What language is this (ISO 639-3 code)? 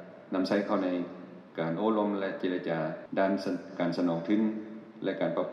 lao